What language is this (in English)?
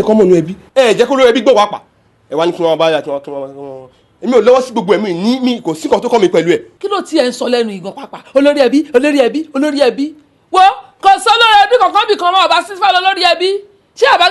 Yoruba